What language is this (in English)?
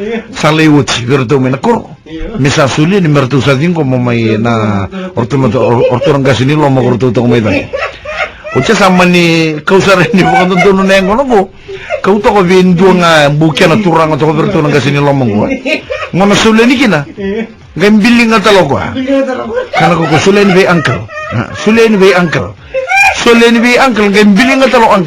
Fijian